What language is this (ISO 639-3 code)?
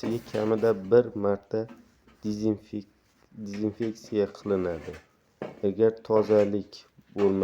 uzb